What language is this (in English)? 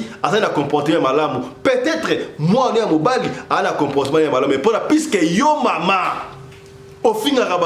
Lingala